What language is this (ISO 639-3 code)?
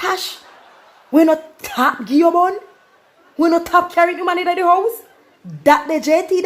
jam